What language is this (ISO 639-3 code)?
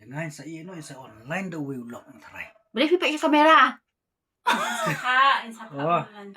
kha